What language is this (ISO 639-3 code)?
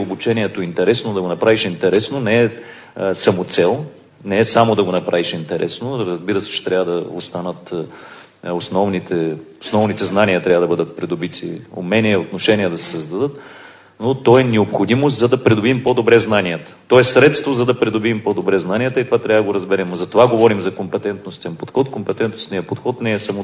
bul